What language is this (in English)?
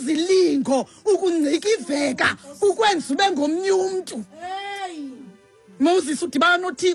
Xhosa